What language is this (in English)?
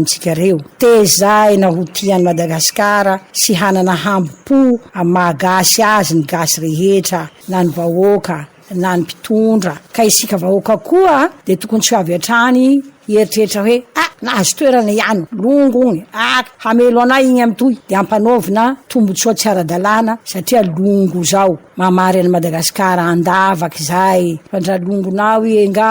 Malagasy